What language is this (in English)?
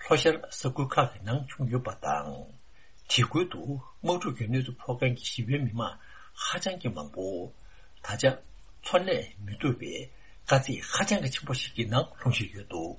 Tibetan